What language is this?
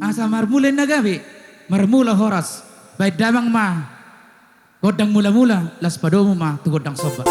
Batak Toba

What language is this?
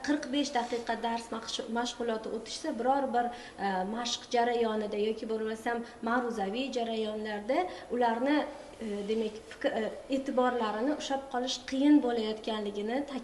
Uzbek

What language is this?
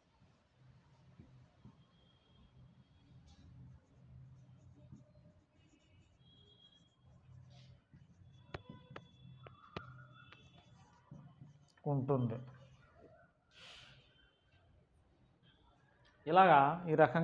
Telugu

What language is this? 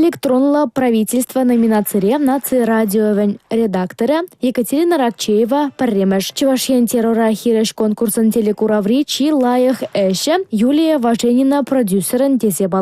Chuvash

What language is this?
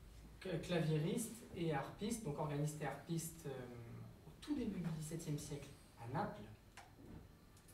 French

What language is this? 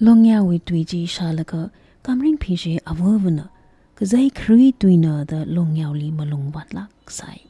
Tangkhul Naga (India)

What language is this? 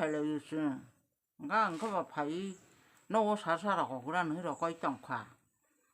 Kok Borok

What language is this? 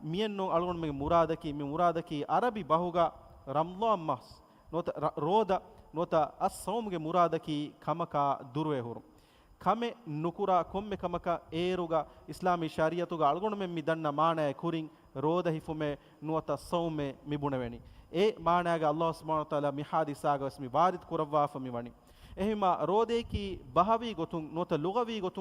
Divehi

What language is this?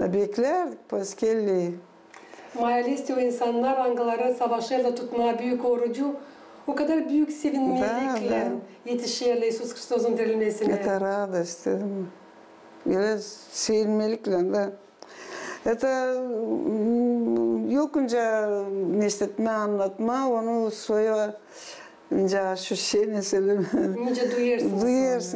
Gagauz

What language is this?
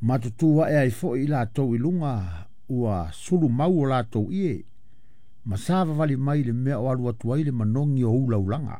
Samoan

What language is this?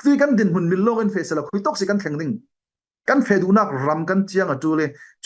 Falam Chin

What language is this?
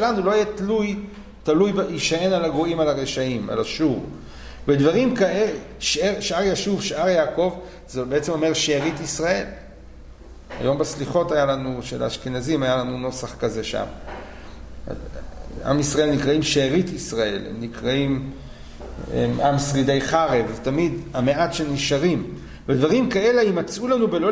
Hebrew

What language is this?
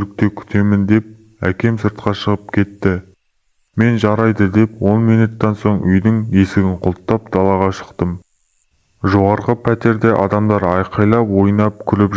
Kazakh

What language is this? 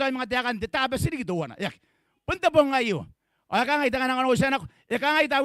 Gilbertese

